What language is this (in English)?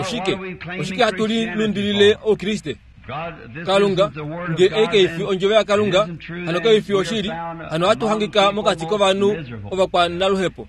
Kuanyama